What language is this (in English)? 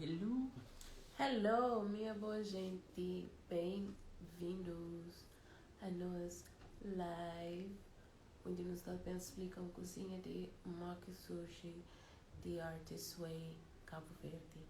Kabuverdianu